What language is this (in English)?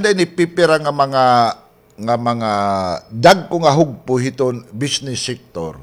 Waray